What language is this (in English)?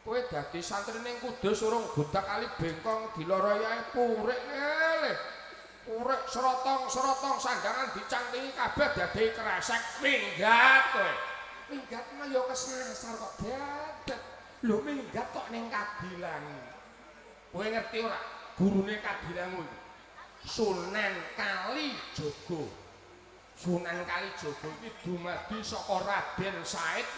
Javanese